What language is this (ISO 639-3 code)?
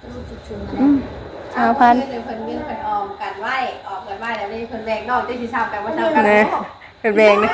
tts